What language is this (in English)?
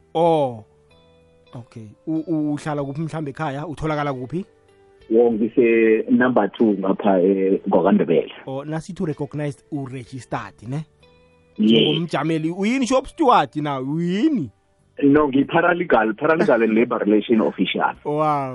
South Ndebele